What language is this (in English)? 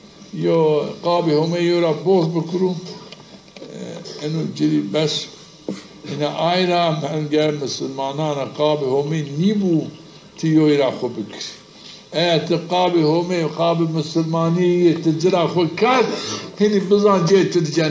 Zaza